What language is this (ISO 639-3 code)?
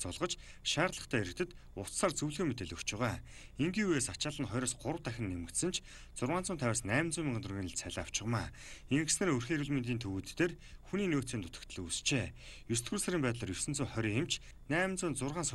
mon